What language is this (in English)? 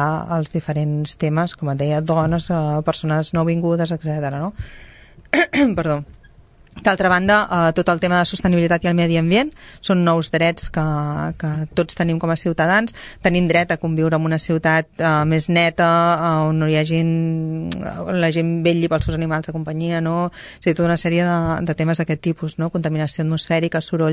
Catalan